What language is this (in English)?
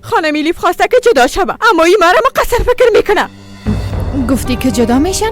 Persian